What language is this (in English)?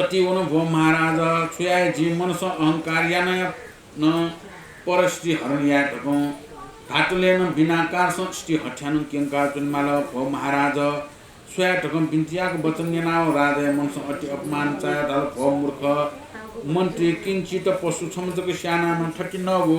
Newari